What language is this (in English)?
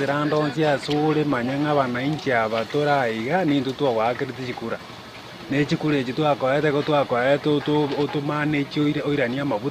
Gusii